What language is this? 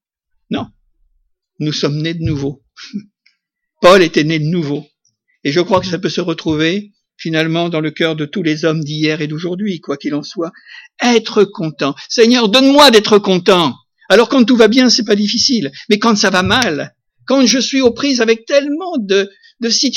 French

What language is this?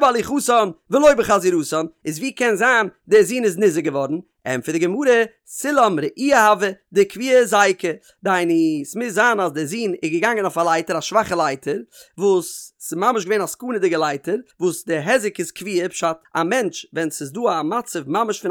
Yiddish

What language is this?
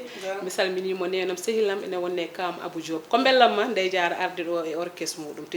Fula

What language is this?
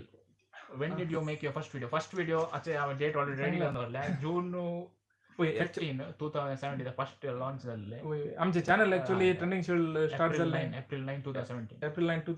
Konkani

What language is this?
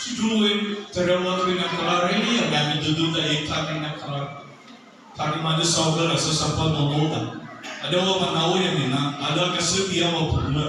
Nias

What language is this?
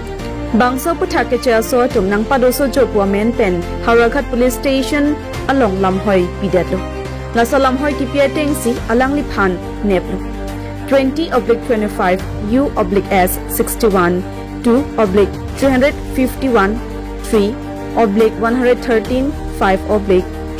Karbi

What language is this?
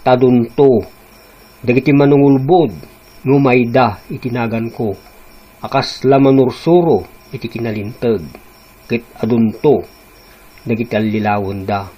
Iloko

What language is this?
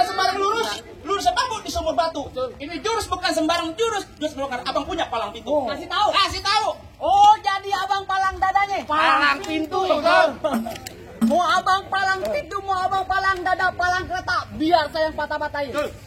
Betawi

